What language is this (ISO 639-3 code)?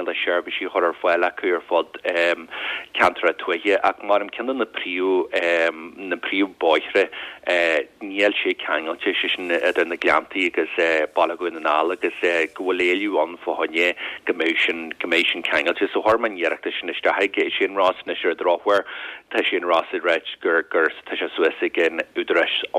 gle